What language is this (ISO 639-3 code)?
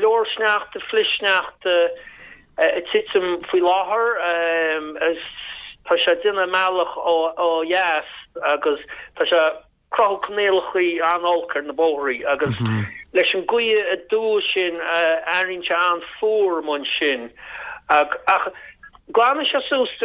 gle